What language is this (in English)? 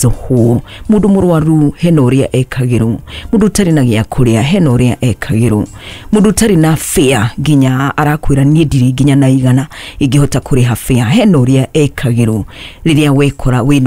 Kikuyu